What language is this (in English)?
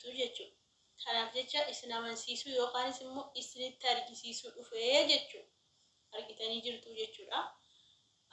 Oromo